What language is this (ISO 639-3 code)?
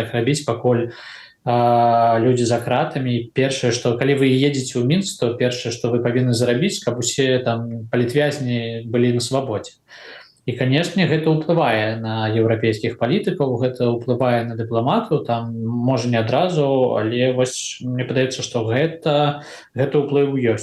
bel